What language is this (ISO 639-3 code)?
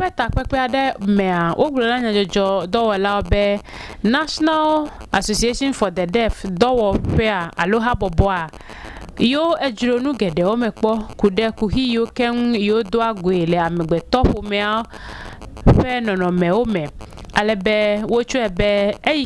ewe